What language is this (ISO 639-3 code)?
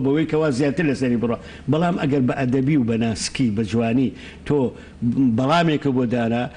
ckb